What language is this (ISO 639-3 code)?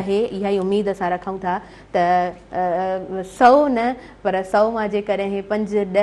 snd